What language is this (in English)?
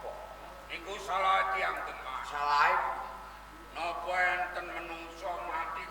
Javanese